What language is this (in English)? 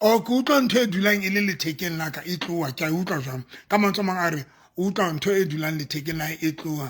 Southern Sotho